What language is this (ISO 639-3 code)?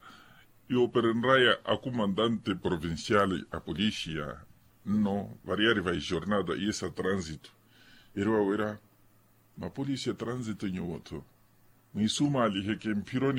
vmw